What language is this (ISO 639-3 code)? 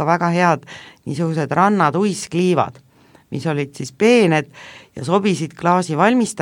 est